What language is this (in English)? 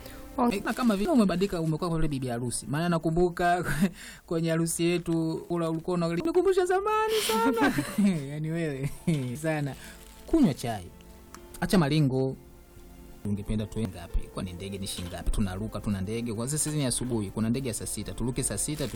Swahili